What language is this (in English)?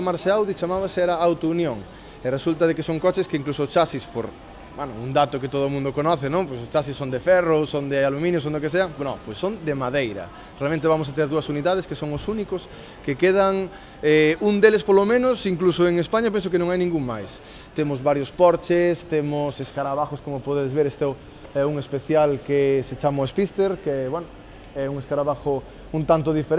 Galician